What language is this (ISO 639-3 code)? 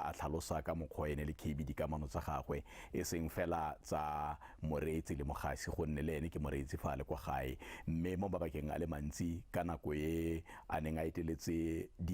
tsn